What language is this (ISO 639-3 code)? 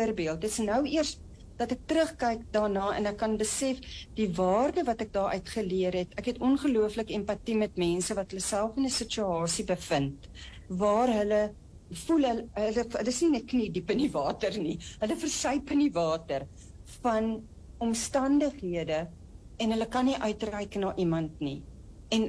afr